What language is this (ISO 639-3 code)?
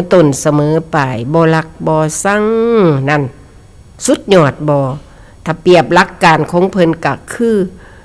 tts